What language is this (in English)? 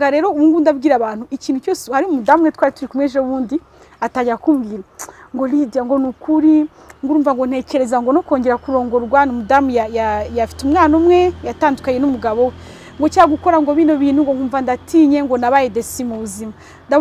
Kinyarwanda